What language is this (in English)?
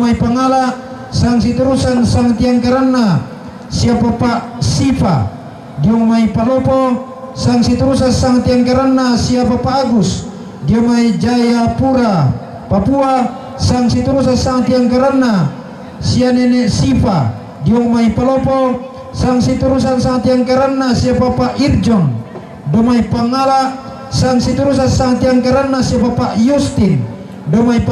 Toraja-Sa'dan